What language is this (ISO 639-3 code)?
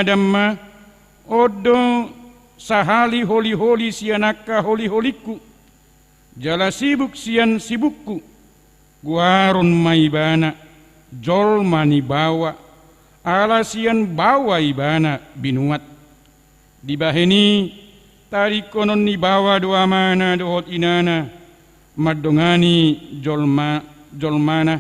bbc